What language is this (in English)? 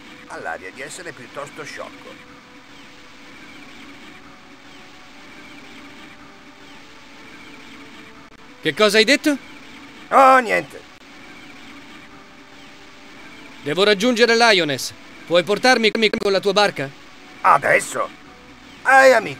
Italian